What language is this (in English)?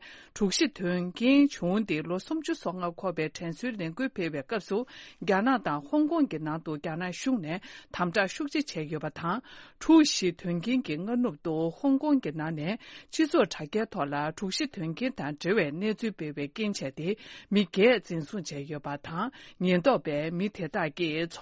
Tibetan